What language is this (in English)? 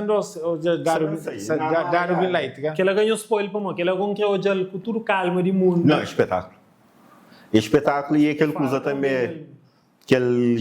Kabuverdianu